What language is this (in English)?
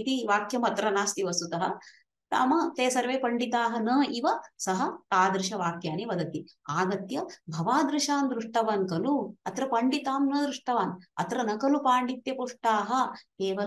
Sanskrit